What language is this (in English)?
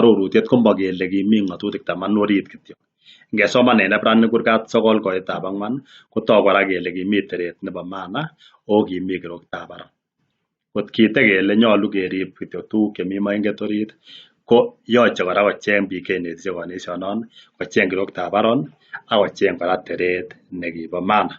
Kalenjin